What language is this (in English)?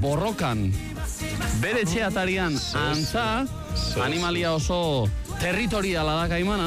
Basque